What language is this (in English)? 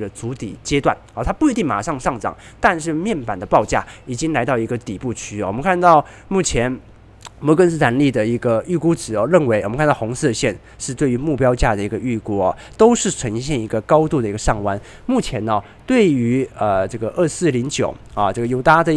Chinese